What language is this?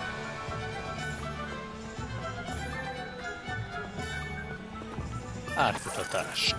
Hungarian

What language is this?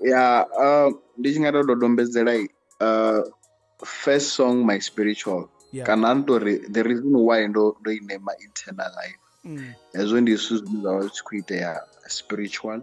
Venda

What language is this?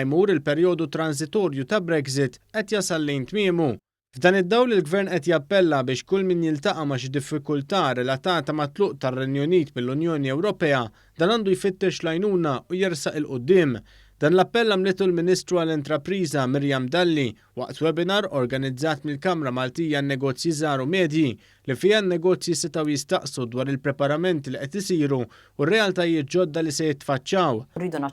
Maltese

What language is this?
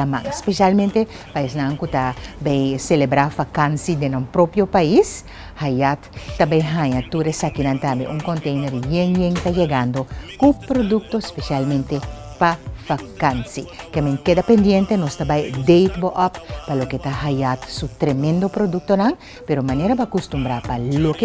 Papiamento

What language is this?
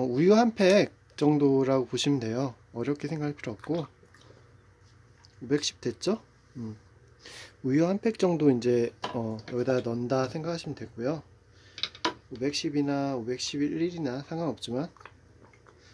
Korean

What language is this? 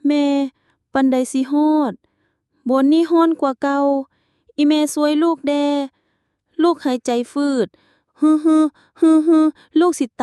Lao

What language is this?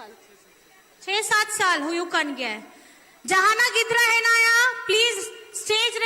Santali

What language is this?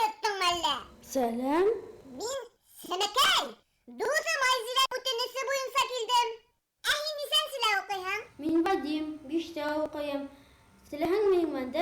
Bashkir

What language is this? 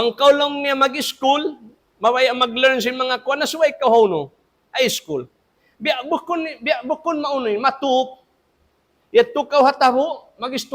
Tausug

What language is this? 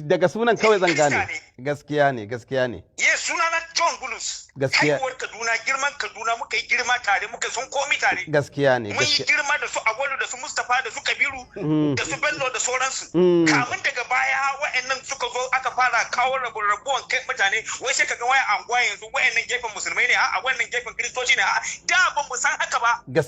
Hausa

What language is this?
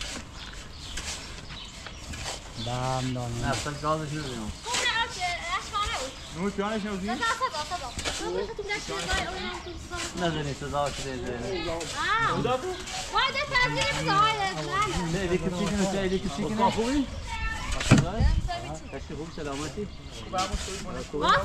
Persian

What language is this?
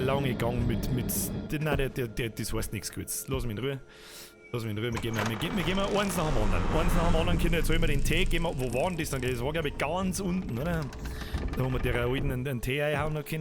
Bavarian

